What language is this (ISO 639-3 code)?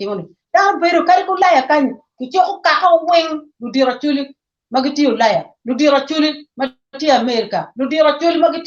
ach